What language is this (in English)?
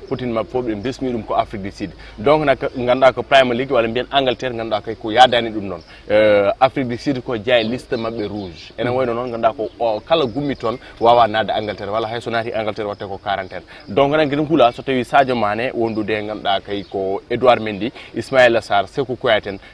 Fula